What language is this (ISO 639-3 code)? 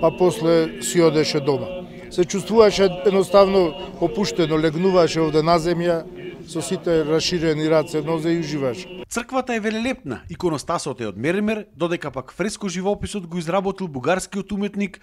mkd